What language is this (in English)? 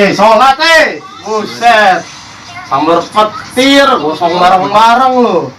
Betawi